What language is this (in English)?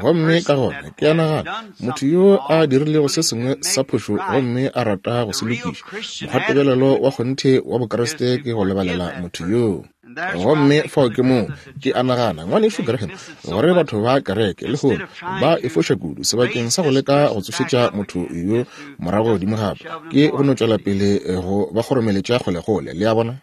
Northern Sotho